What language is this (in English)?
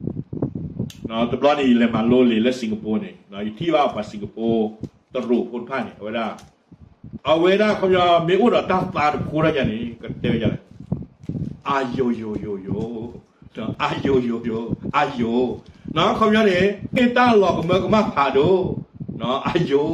S'gaw Karen